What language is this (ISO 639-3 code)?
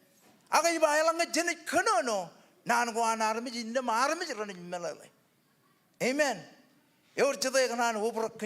mah